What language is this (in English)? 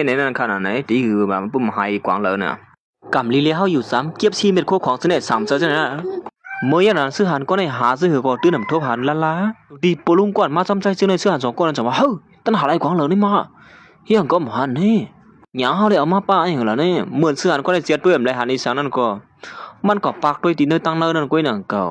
Shan